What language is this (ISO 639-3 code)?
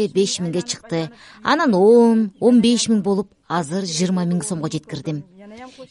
kir